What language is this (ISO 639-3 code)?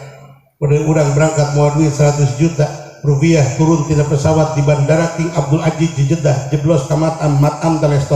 sun